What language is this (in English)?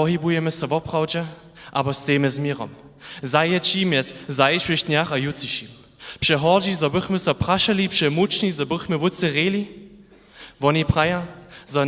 Upper Sorbian